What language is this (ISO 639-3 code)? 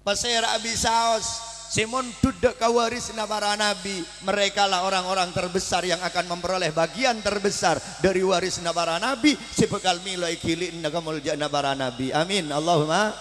mad